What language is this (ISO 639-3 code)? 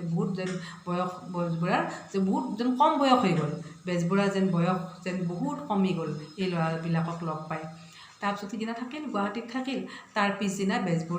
asm